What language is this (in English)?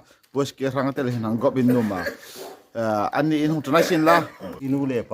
Hmar